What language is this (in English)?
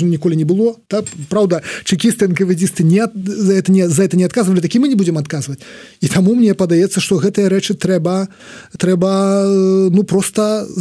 Belarusian